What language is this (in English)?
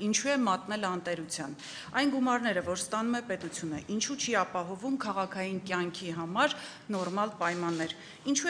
Armenian